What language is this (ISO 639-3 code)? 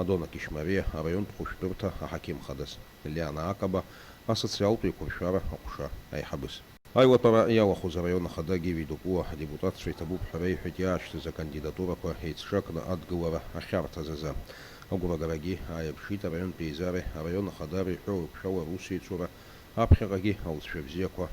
abk